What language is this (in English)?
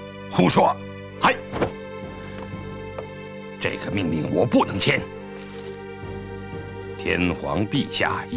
Chinese